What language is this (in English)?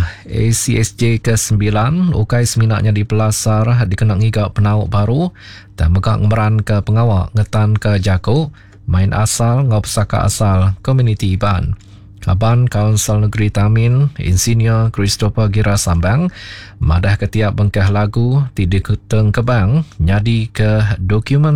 Iban